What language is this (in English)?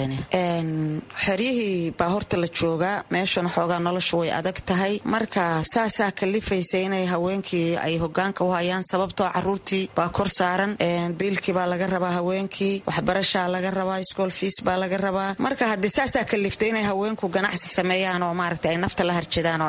Somali